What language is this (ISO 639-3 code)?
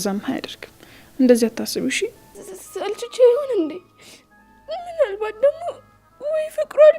amh